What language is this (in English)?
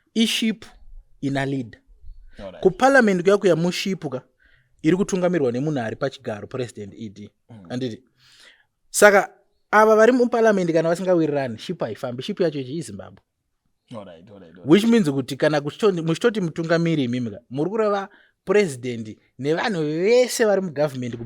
Shona